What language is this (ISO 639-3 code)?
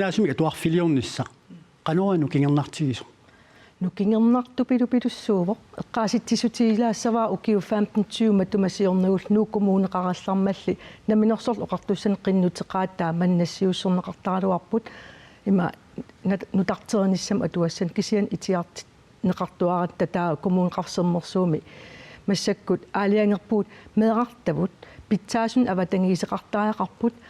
kal